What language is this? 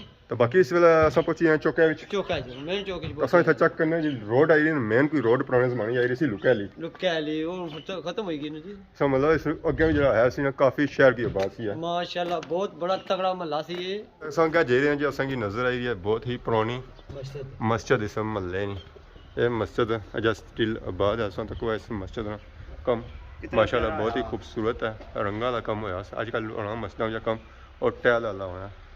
Pahari-Potwari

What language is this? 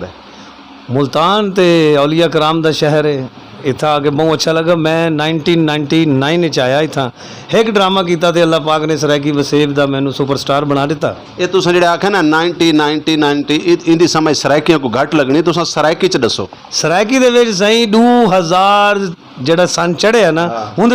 Saraiki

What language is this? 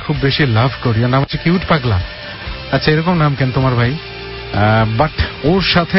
Bangla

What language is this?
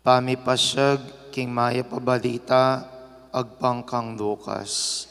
Pampanga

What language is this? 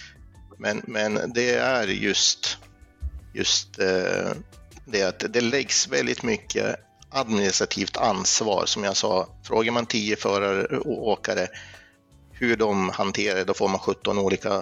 Swedish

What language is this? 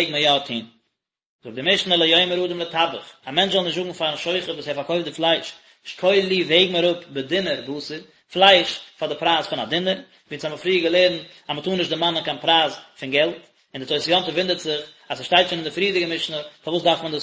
Yiddish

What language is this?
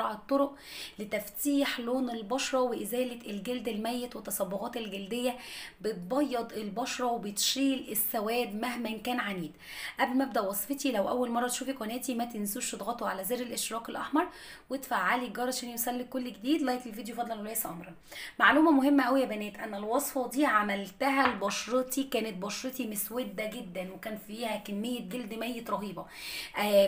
Egyptian Arabic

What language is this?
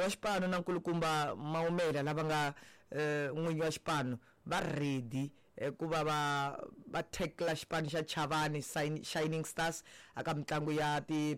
Tsonga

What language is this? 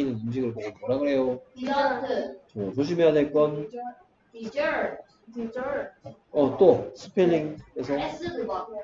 Korean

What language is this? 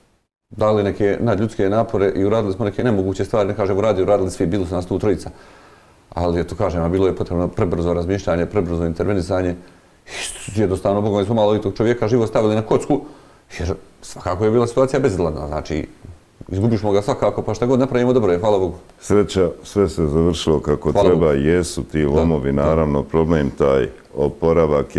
Bosnian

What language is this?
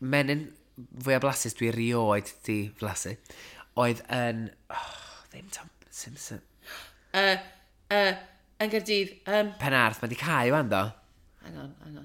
Welsh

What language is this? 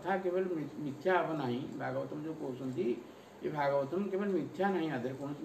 Odia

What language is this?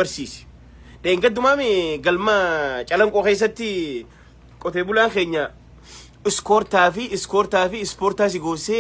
Oromo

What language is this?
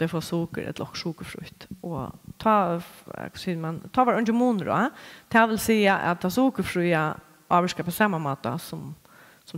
Faroese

